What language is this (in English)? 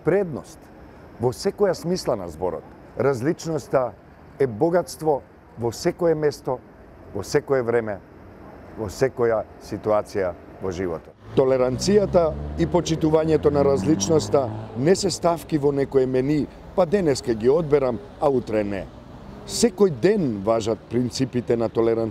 Macedonian